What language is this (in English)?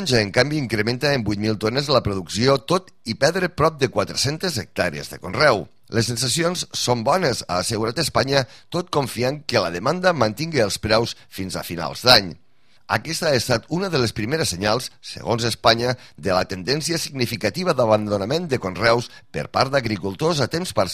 Catalan